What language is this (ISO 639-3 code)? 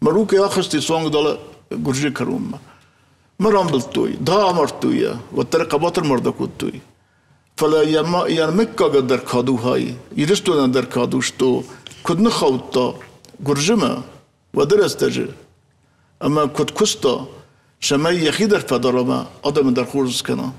oss